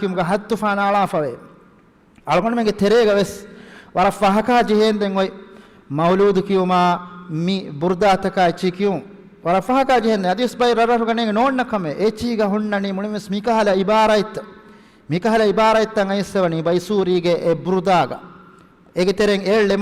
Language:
Divehi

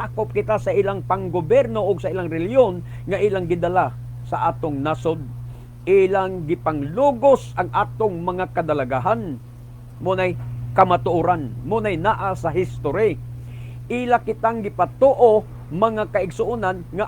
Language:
Cebuano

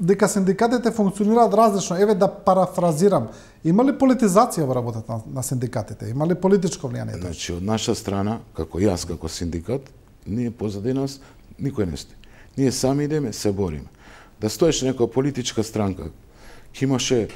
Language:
Macedonian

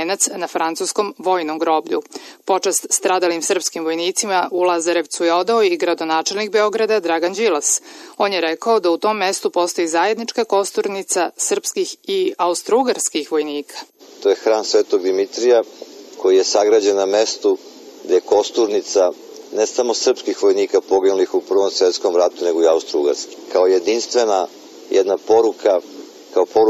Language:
Serbian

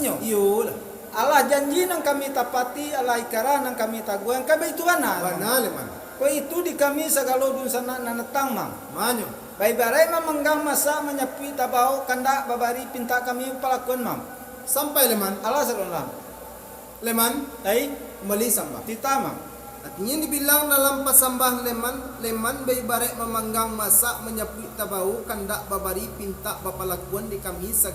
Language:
Minangkabau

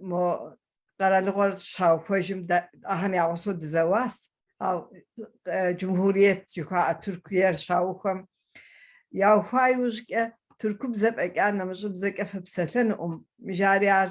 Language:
Kabardian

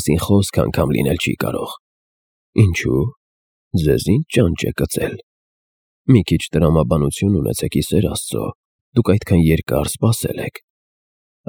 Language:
Armenian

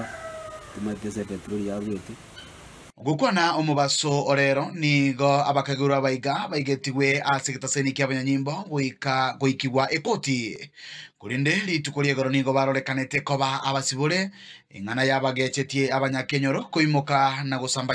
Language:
Gusii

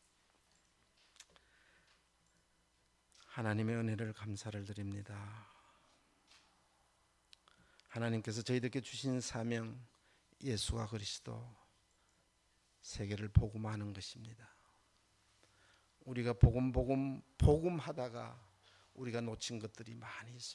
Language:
Korean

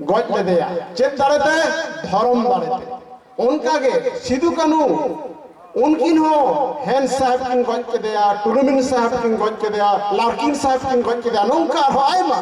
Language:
Santali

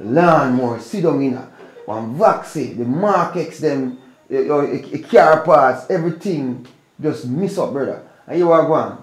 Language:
Jamaican Creole English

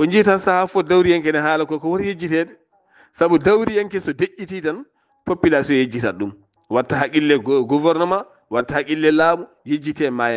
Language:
Fula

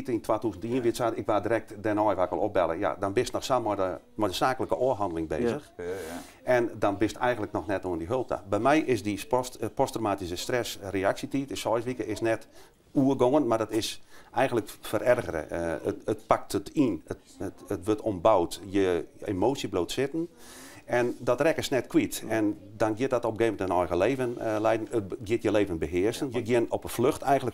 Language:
Western Frisian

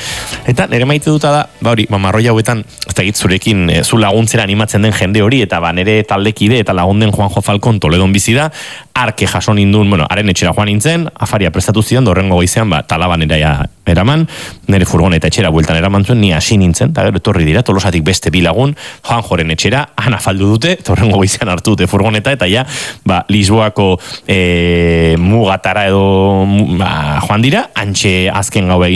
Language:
Basque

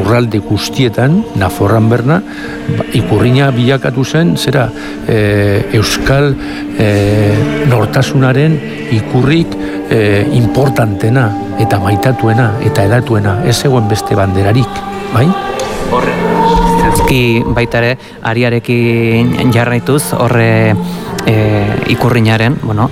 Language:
Basque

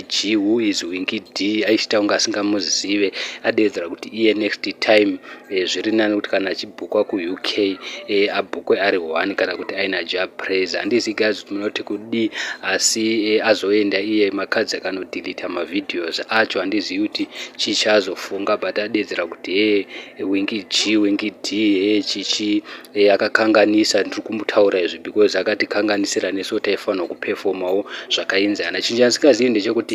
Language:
Shona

